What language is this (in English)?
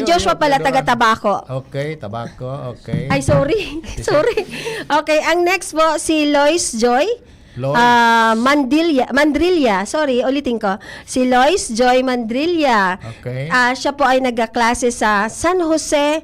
Bikol